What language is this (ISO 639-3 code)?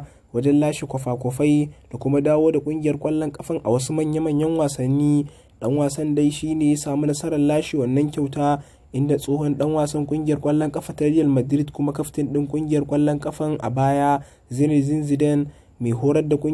hau